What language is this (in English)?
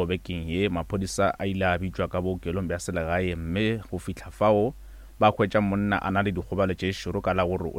Northern Sotho